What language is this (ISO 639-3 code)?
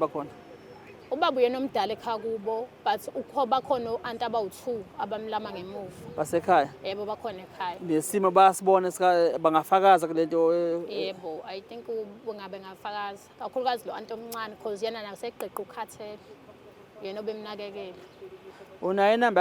zul